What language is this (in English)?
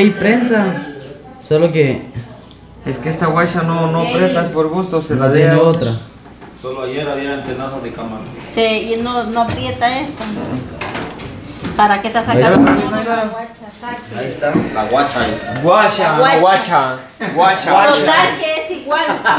Spanish